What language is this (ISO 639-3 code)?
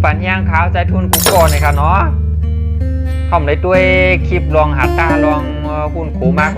shn